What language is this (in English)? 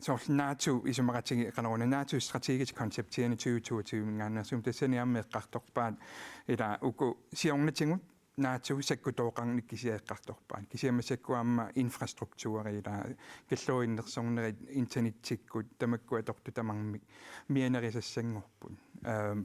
Kalaallisut